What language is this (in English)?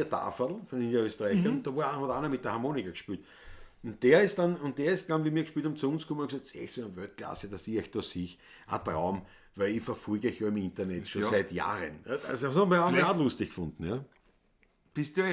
Bavarian